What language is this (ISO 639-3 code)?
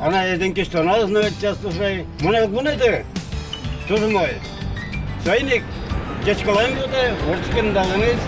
udm